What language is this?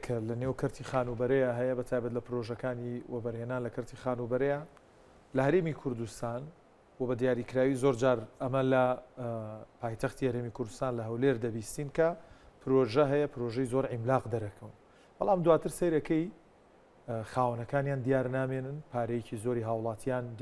Central Kurdish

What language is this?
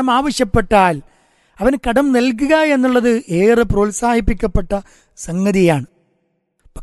Malayalam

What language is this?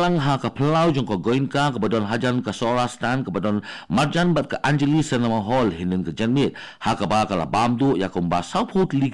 Khasi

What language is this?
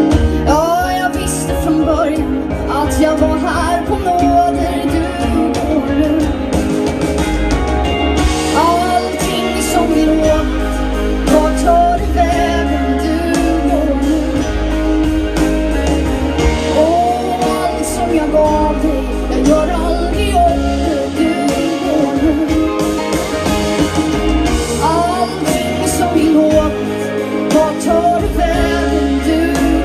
Swedish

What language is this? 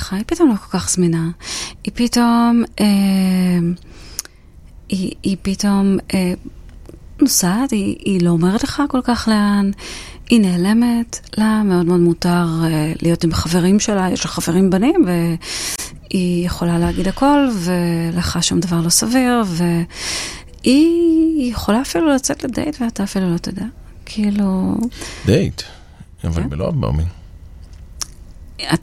Hebrew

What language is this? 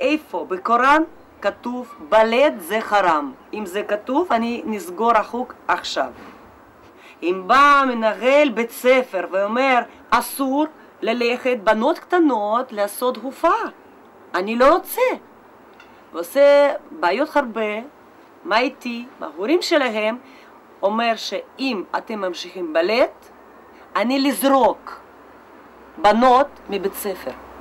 Hebrew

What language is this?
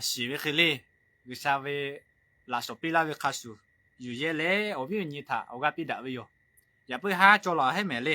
Lahu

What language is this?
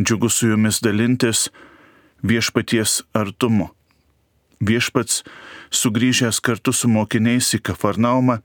Lithuanian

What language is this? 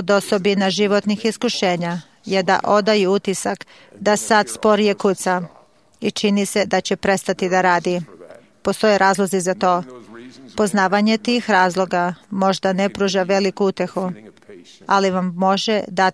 Serbian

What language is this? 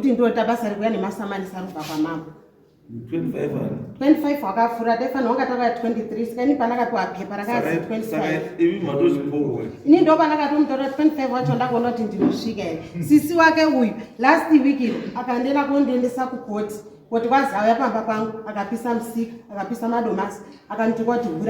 Shona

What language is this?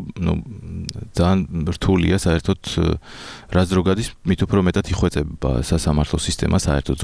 Georgian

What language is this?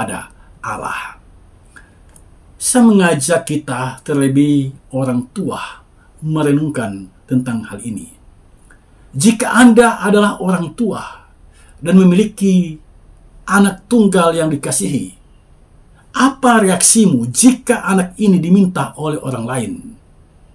Indonesian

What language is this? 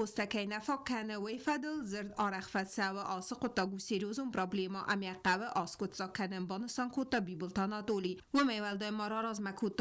Ossetic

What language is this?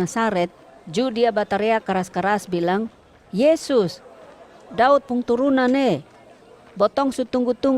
Kupang Malay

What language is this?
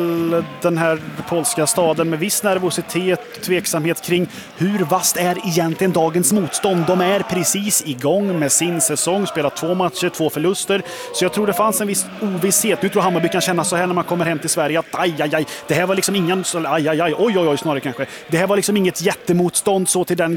Swedish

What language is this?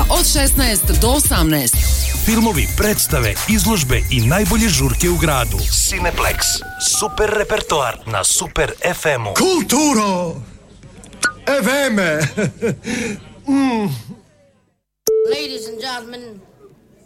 Serbian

